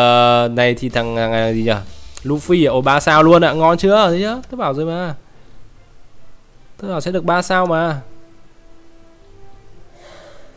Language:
Vietnamese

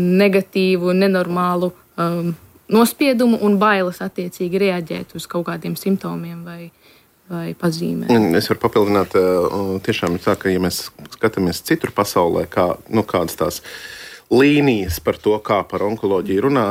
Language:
Latvian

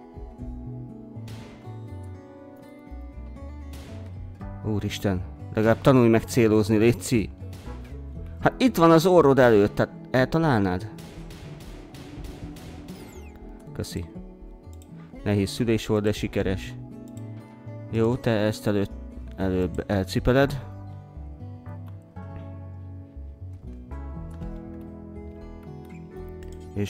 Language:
Hungarian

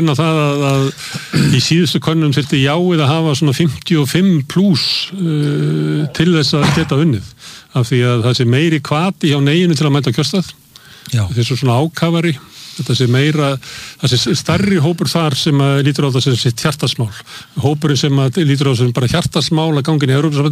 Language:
Icelandic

